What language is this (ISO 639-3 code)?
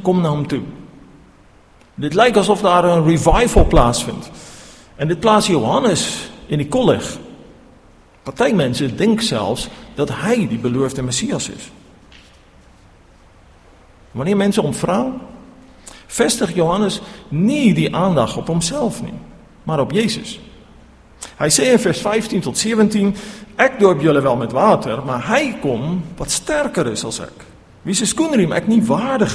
afr